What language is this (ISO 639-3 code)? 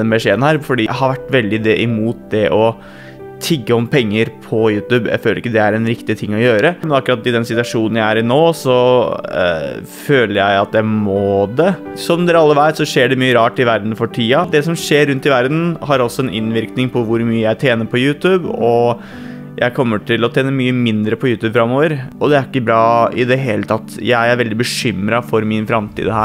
nor